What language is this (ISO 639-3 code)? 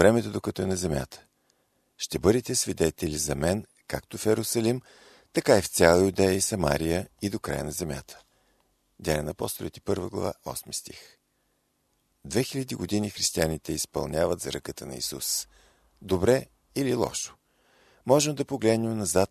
bul